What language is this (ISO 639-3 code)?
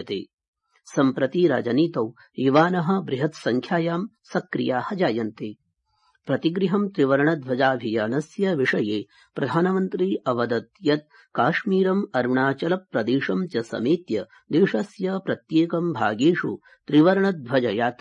san